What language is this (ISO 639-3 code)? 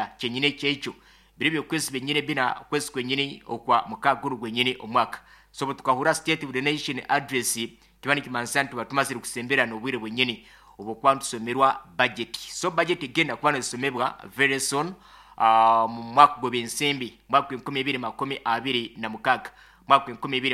nyn